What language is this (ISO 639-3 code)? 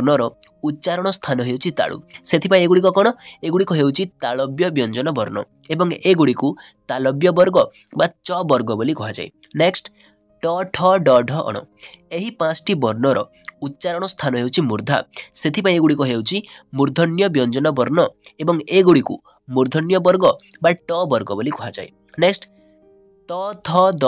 ori